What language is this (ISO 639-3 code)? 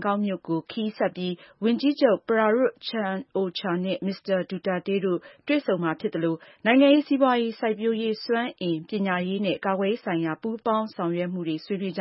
mya